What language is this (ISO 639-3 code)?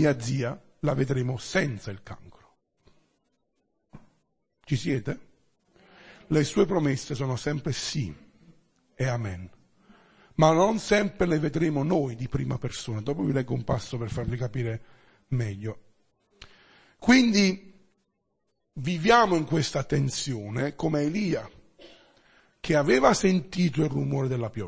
ita